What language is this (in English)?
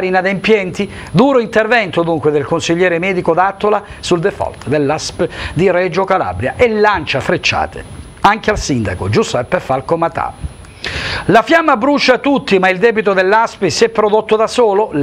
Italian